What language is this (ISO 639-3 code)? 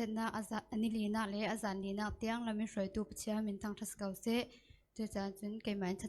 cfm